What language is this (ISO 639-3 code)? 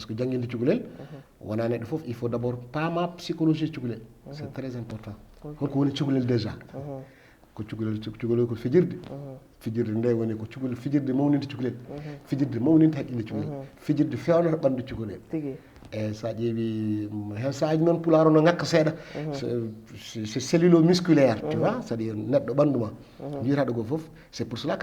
ful